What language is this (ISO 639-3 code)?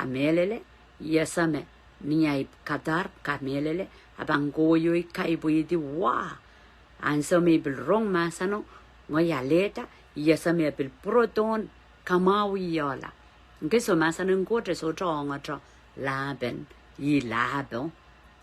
pon